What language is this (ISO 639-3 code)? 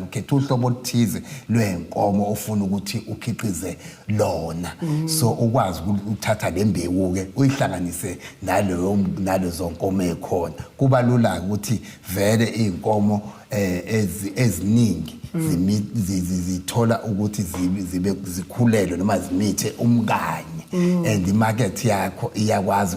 zul